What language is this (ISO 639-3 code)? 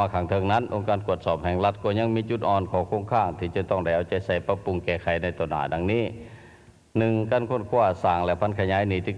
lao